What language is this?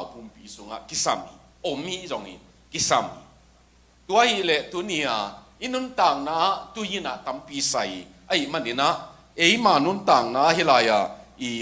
Tedim Chin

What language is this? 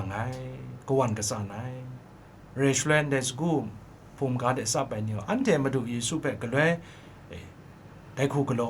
Kachin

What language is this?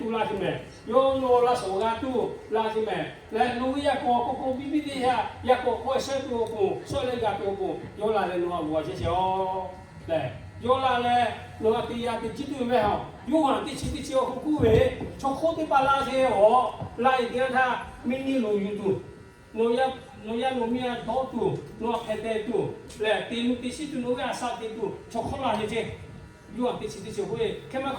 Lahu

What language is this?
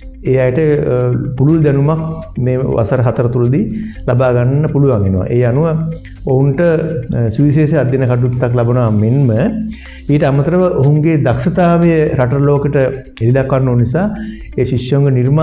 Sinhala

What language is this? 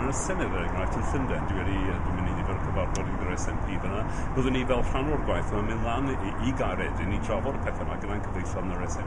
Welsh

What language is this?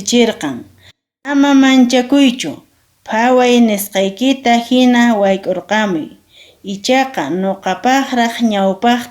Quechua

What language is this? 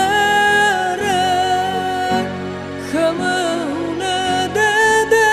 Nias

